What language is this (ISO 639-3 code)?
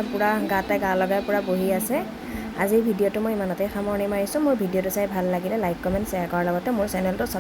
asm